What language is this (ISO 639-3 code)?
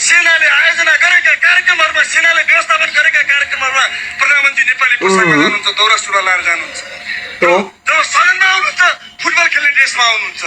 nep